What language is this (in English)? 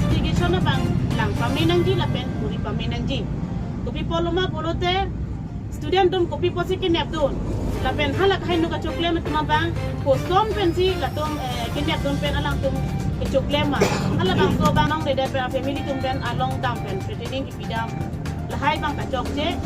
Karbi